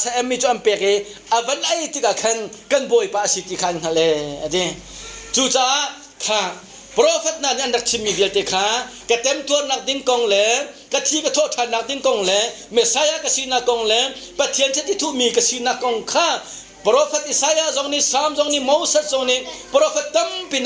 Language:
Hakha Chin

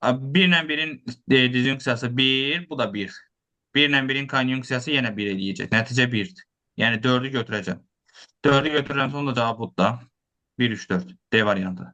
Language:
Azerbaijani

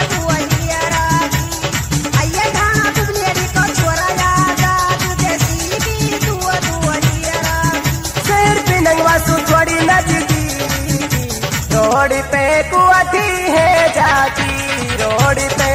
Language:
Haryanvi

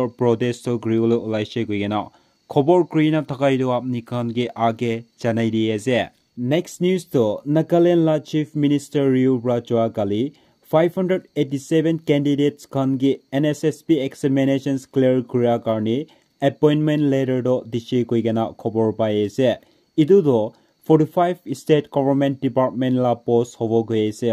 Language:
Naga Pidgin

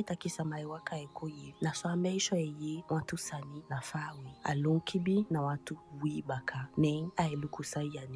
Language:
Eastern Maroon Creole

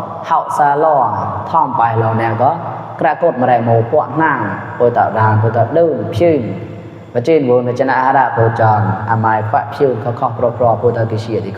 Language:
Mon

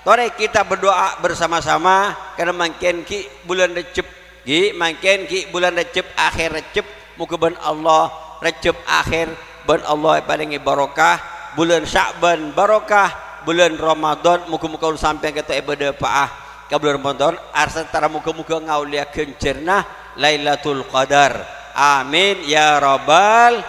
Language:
Madurese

